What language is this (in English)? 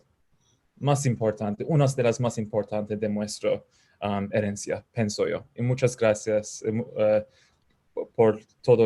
Ladino